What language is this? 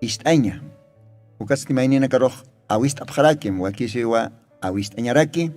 Aymara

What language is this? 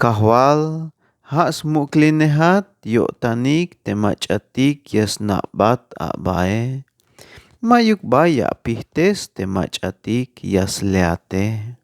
Tzeltal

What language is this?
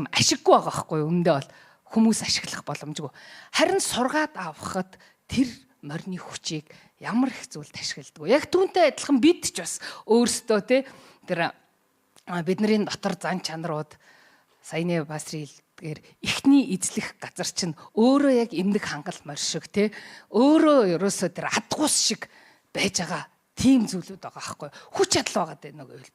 Mongolian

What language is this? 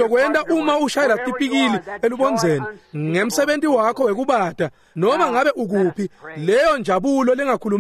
Swati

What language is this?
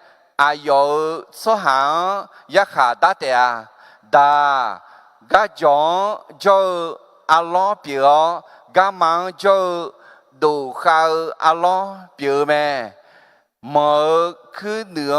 Akha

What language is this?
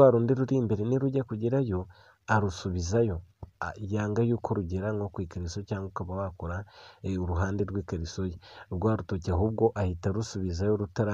Kinyarwanda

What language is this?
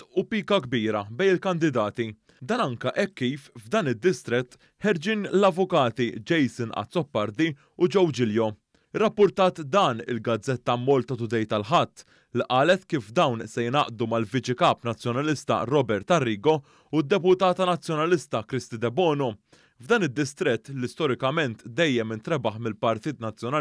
Maltese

